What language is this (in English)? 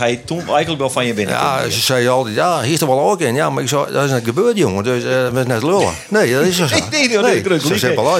Western Frisian